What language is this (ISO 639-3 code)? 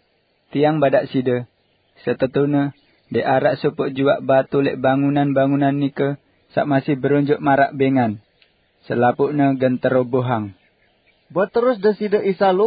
sas